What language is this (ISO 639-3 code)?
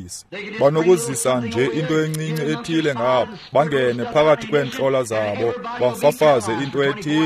xho